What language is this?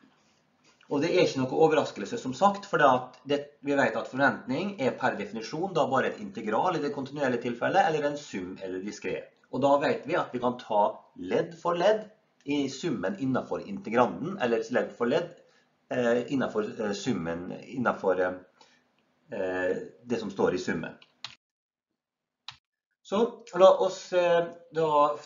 Norwegian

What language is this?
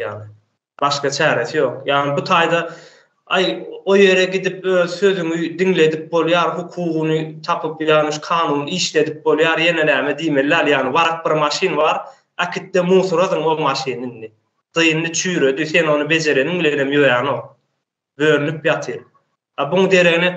Turkmen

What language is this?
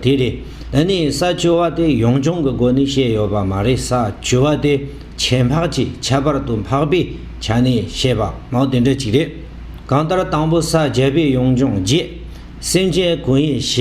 Tibetan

